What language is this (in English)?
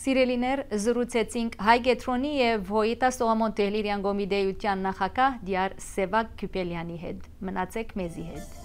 Western Armenian